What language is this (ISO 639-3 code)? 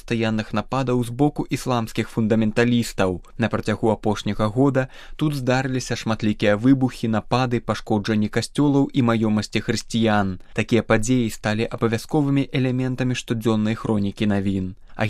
bel